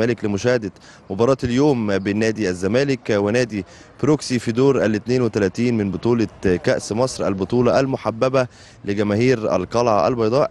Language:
Egyptian Arabic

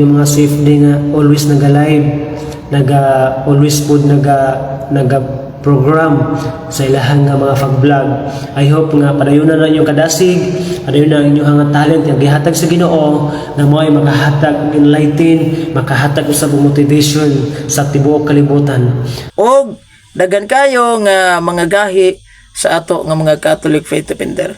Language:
Cebuano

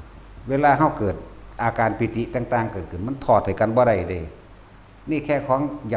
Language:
Northeastern Thai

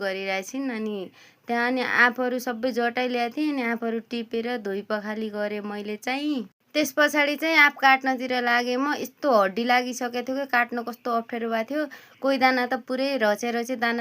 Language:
Nepali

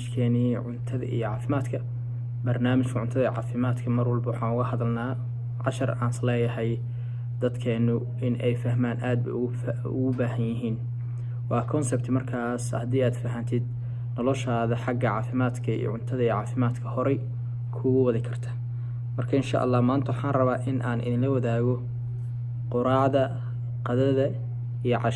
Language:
Somali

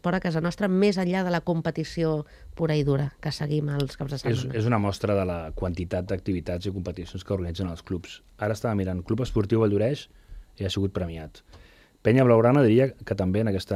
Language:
Catalan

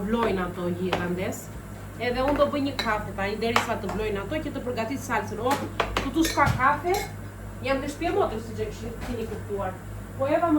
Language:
Albanian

